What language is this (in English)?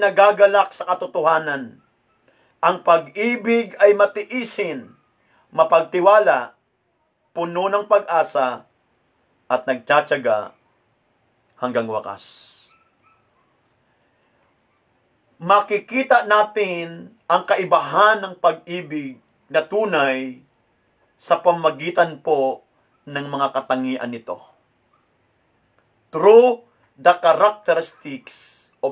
Filipino